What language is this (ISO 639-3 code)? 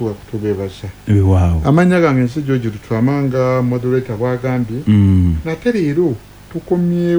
lug